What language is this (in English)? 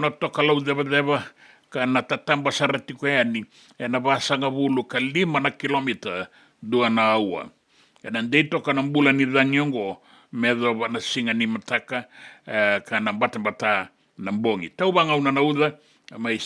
Fijian